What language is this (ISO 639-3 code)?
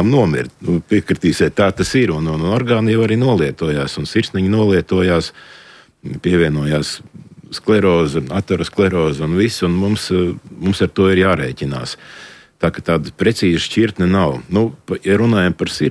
lav